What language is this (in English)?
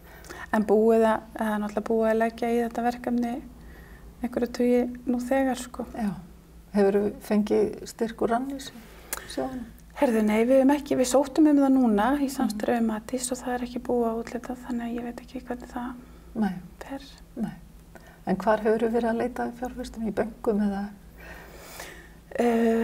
Icelandic